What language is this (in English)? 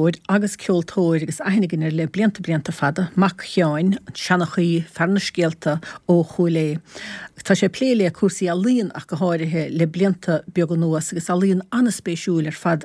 Irish